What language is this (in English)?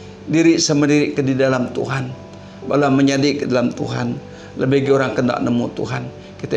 Iban